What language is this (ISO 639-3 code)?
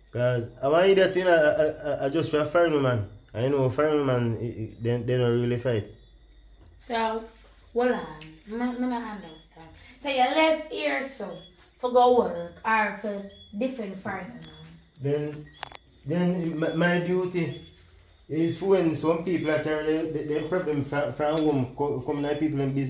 jam